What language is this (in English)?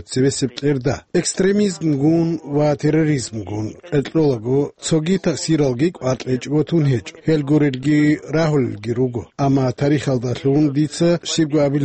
Avaric